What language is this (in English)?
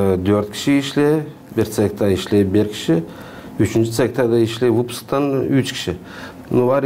Gagauz